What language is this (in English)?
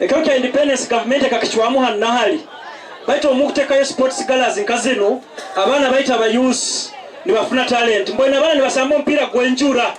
Nyankole